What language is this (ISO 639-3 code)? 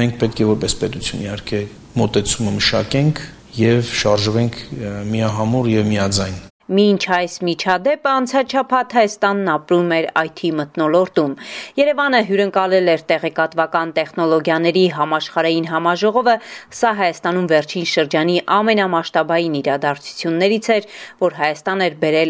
hye